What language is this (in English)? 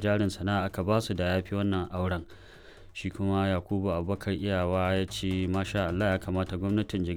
Hausa